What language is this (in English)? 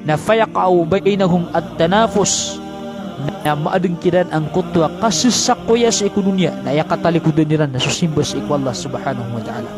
Maranao